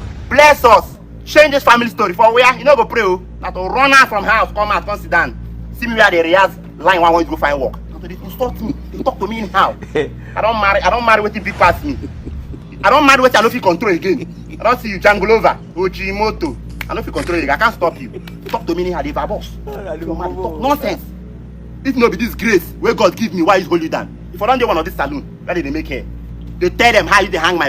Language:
Nigerian Pidgin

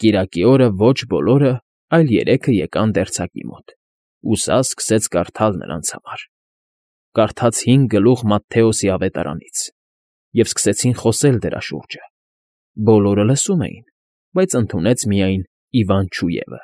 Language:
Armenian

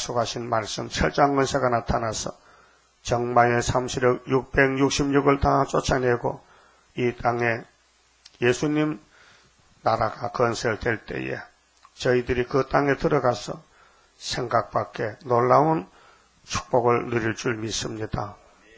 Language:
Korean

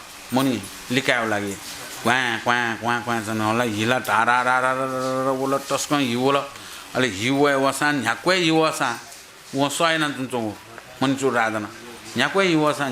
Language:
Newari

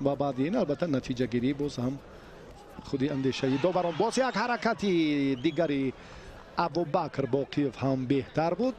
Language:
Tajik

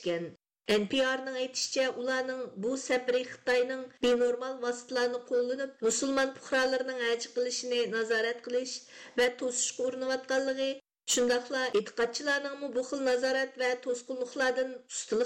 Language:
Uyghur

